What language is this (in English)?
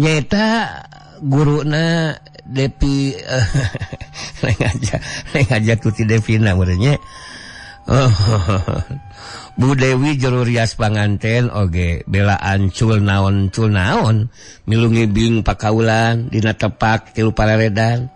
Sundanese